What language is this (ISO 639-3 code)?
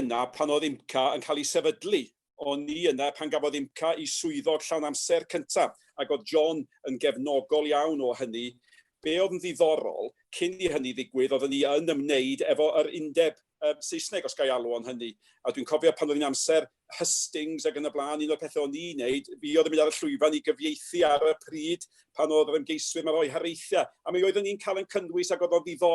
cym